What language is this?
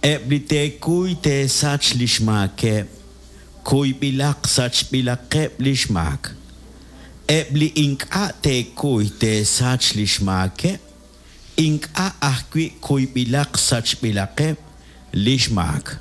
Kekchí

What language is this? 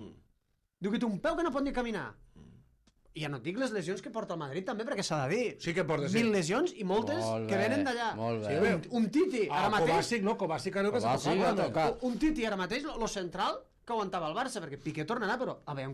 Catalan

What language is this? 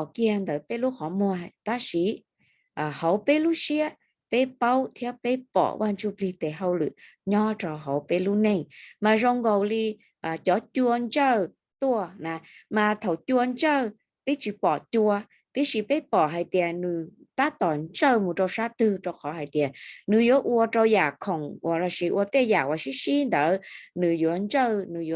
Hmong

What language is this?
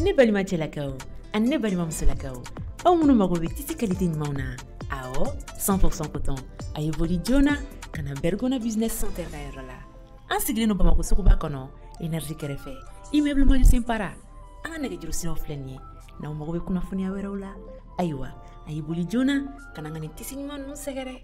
Bambara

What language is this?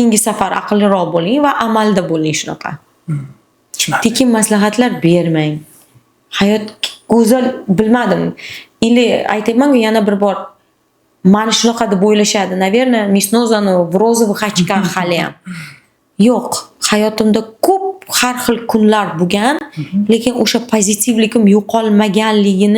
Uzbek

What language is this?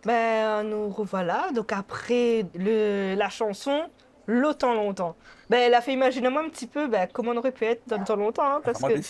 Réunion Creole French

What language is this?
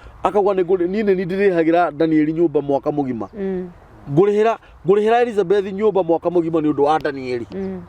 Kikuyu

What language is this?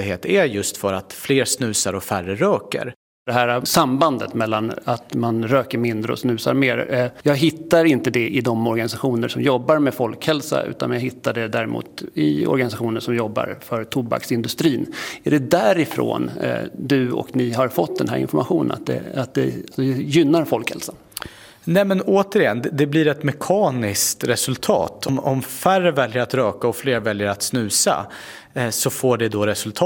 Swedish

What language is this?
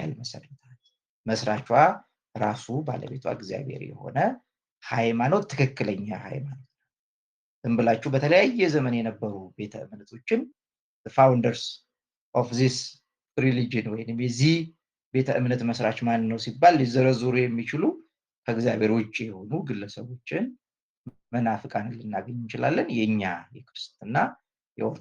Amharic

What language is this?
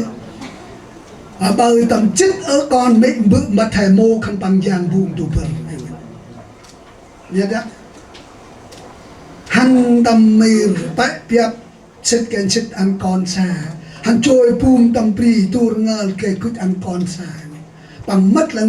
Central Mnong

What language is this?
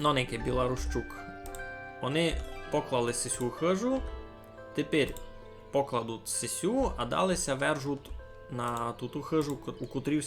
Rusyn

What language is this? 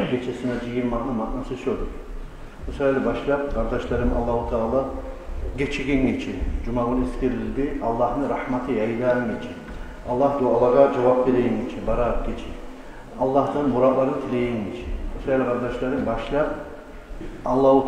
Kumyk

